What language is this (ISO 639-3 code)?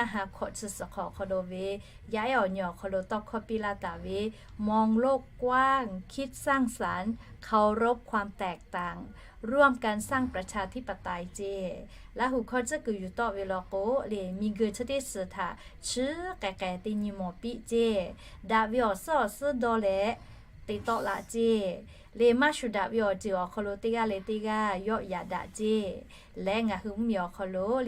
lhu